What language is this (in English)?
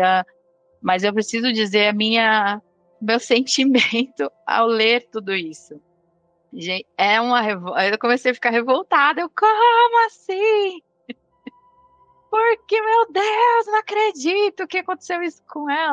Portuguese